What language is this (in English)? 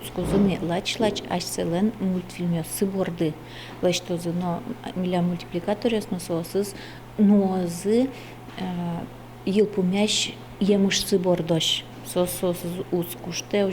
Udmurt